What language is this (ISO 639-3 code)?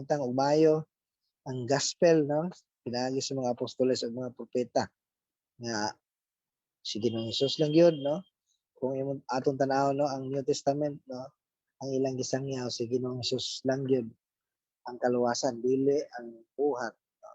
ceb